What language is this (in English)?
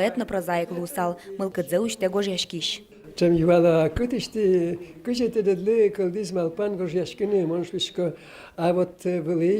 Udmurt